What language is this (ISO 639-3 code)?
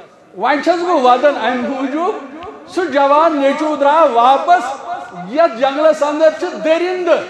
kas